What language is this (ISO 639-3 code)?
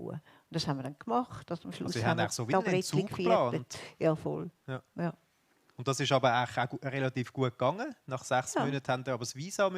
gsw